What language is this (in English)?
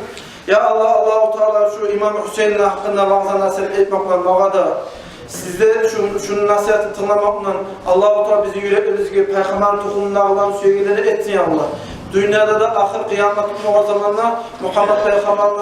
Kumyk